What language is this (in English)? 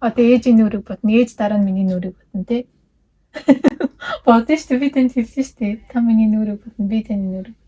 Mongolian